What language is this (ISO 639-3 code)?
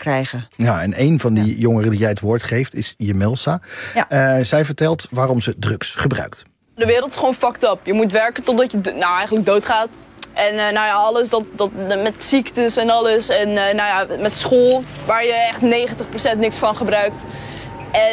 nld